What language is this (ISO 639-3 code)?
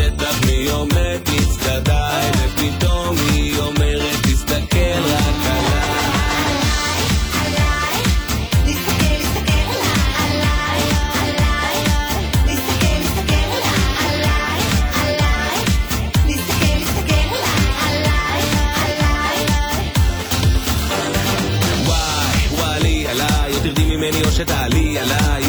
heb